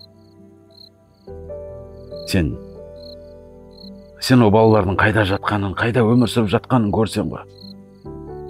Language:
Kazakh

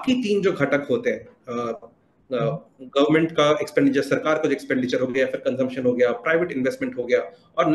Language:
Hindi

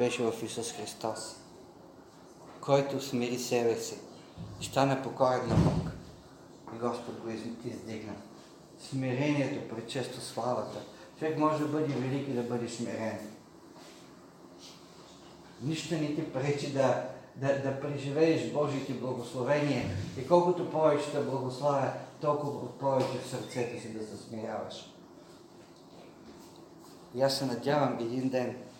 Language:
Bulgarian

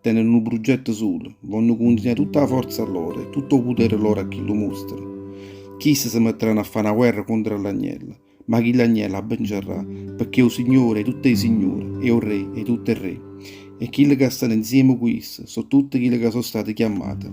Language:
Neapolitan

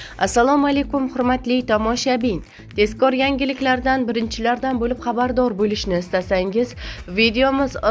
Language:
Uzbek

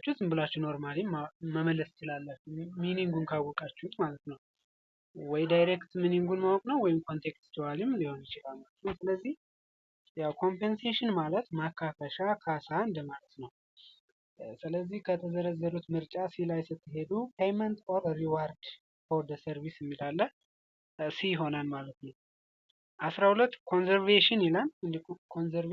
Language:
Amharic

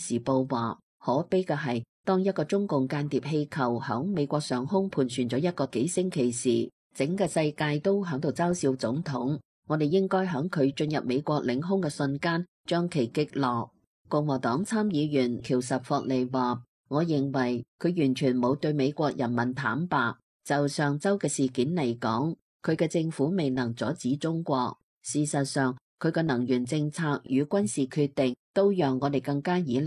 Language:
Cantonese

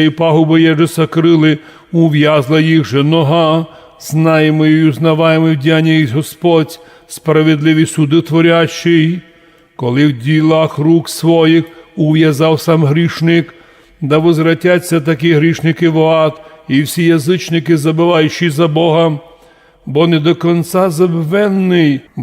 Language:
Rusyn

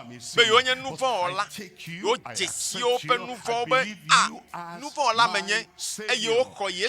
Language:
Ewe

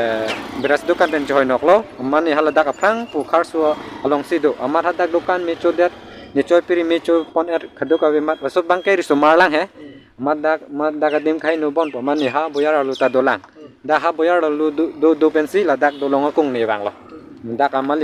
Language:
Karbi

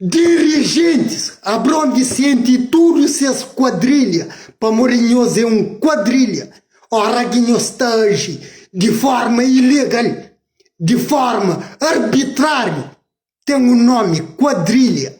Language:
Kabuverdianu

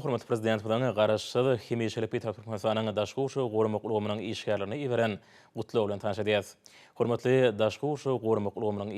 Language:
Turkmen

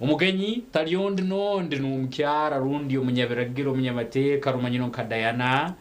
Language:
Nyankole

